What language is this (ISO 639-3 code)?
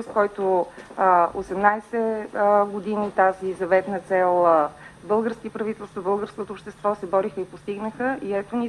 bul